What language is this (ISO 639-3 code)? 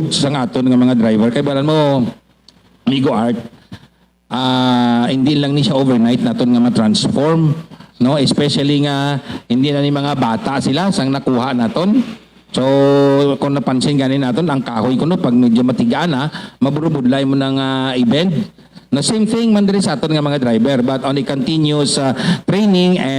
hil